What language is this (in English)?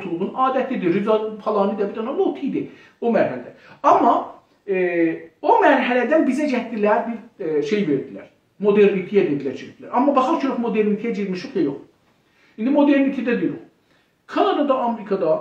South Azerbaijani